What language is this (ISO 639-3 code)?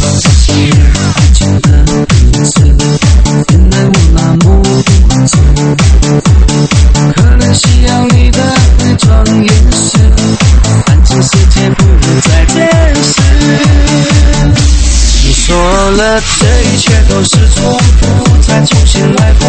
zho